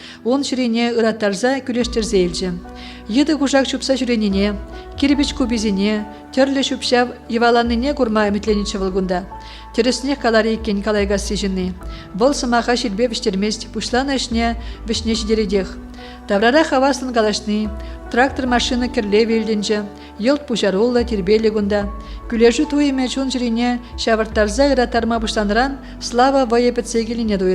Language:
Chuvash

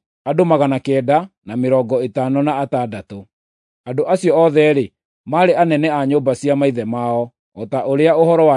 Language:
Kikuyu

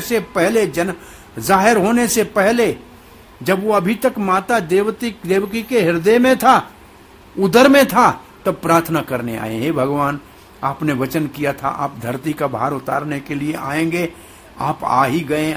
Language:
Hindi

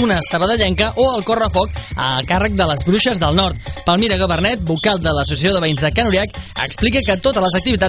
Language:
Catalan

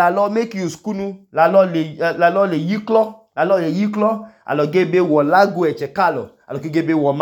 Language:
Idoma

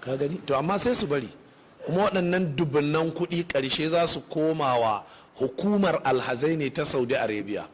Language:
Hausa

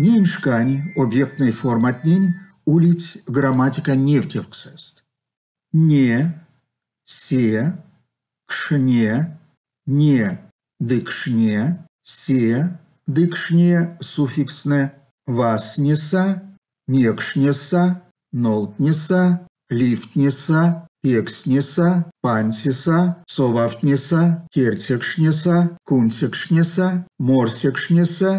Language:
Erzya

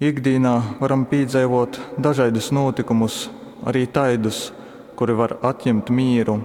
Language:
Latgalian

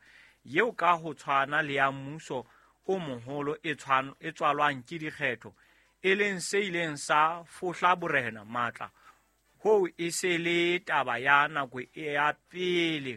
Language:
Southern Sotho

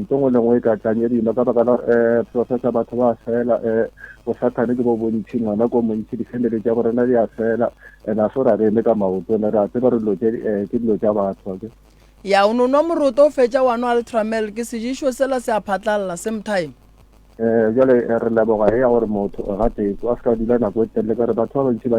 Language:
Northern Sotho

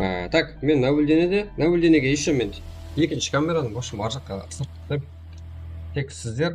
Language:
Kara-Kalpak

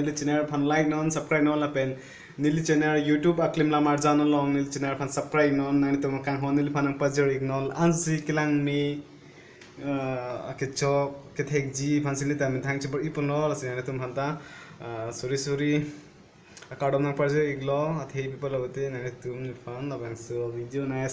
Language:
Karbi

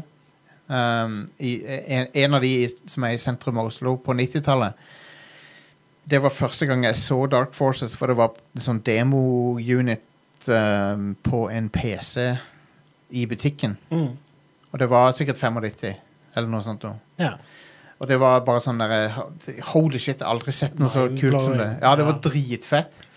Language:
Norwegian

